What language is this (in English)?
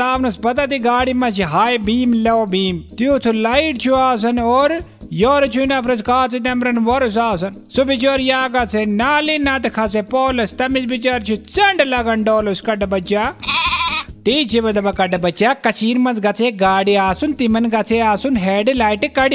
Kashmiri